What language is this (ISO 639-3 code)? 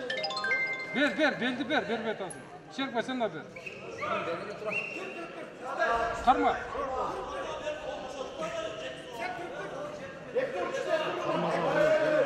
kaz